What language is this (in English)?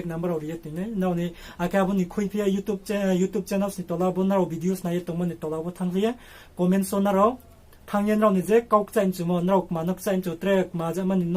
Riang (India)